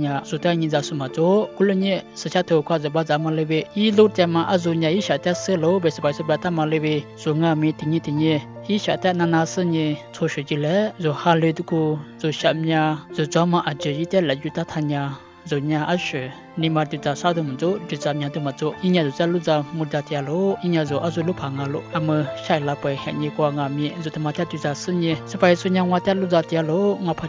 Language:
Lisu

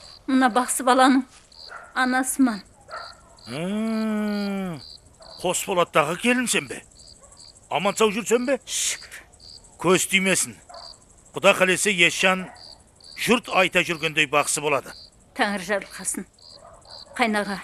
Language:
Kara-Kalpak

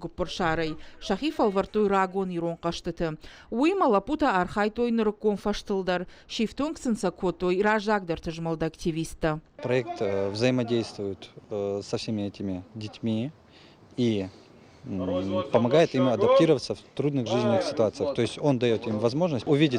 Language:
Ossetic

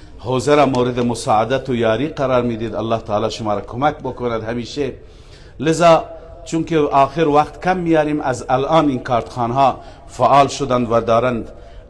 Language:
Persian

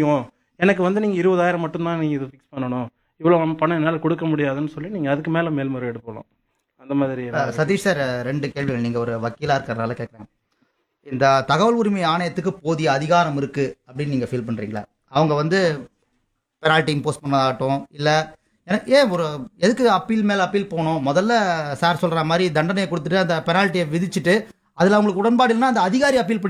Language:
Tamil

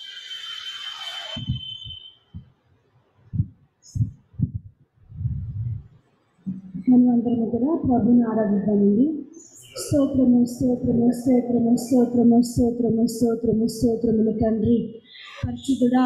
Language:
Telugu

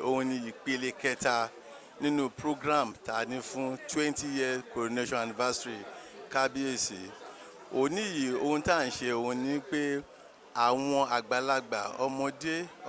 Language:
Yoruba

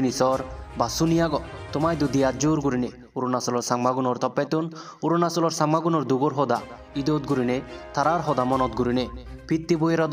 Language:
Chakma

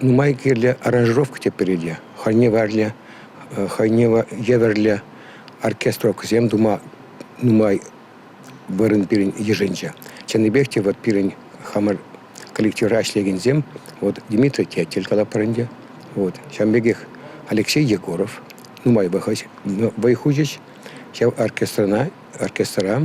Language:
Chuvash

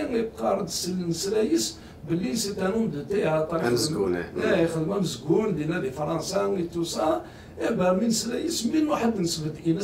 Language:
Kabyle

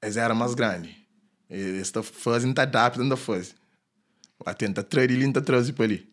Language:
Kabuverdianu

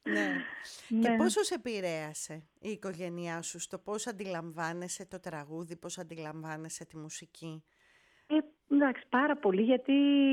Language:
Greek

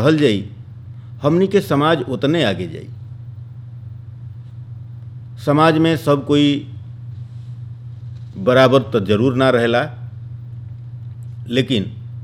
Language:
Bhojpuri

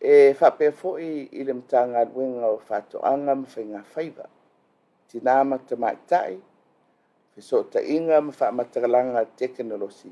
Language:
Samoan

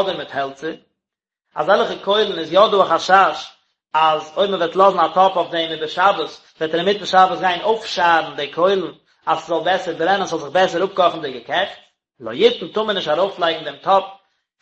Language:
Yiddish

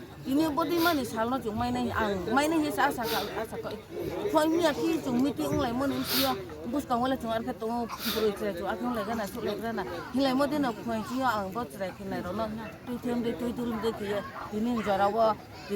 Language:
Riang (India)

